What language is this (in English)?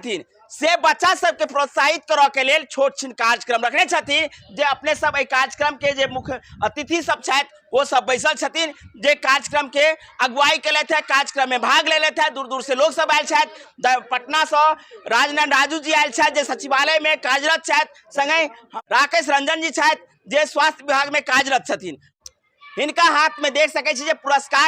Maithili